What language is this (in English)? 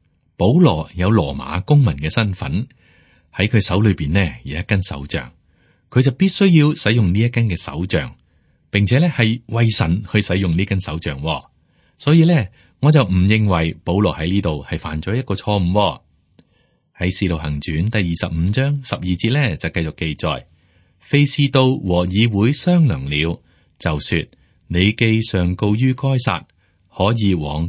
Cantonese